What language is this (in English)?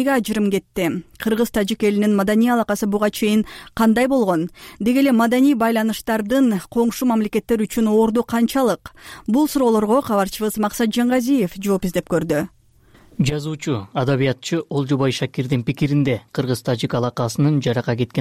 Kyrgyz